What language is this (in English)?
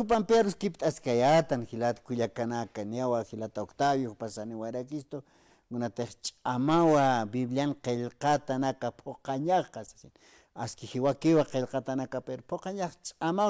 Aymara